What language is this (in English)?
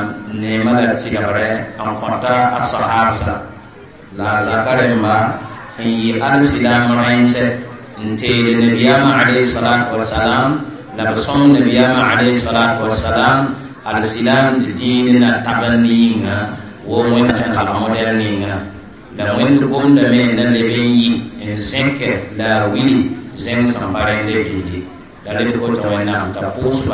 Mossi